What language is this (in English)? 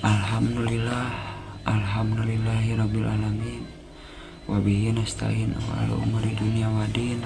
Sundanese